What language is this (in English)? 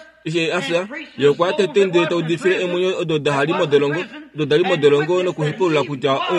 Kuanyama